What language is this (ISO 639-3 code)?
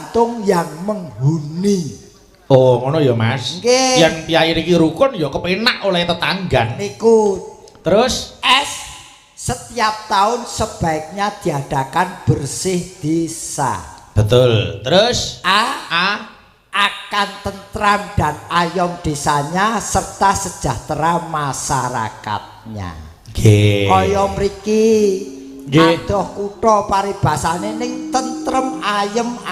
jav